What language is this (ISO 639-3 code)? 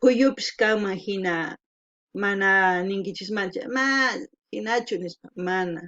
quh